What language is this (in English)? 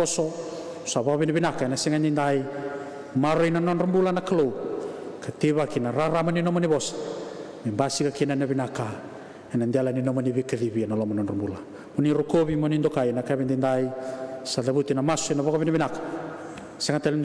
Fijian